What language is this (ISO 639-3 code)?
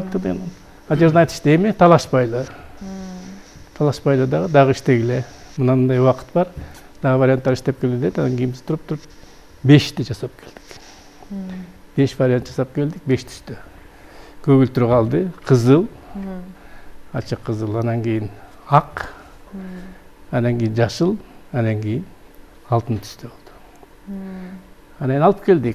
kir